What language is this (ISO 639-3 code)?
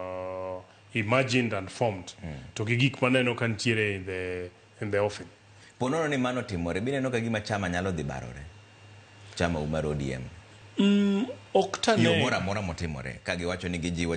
luo